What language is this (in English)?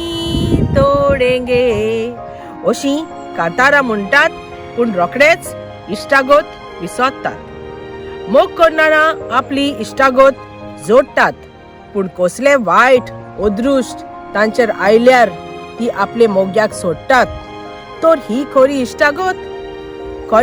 Konkani